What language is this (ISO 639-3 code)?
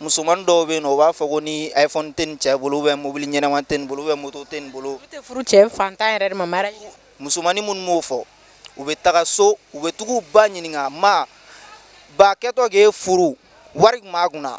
bam